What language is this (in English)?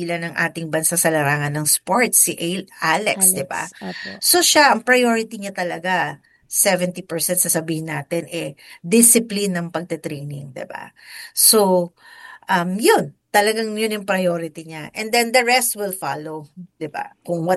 Filipino